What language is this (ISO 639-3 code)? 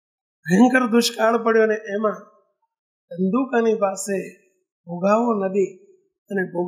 guj